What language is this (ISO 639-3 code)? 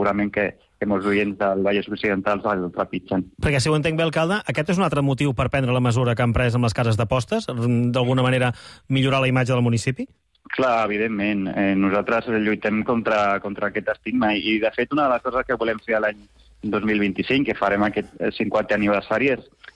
cat